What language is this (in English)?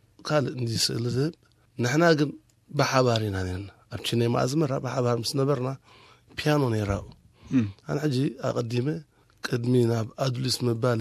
Tigrinya